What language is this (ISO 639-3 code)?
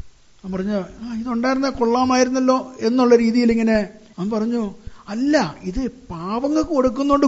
mal